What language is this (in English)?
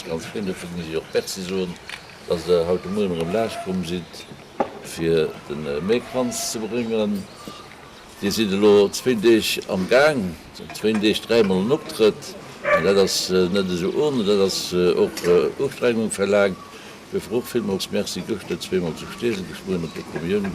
Luxembourgish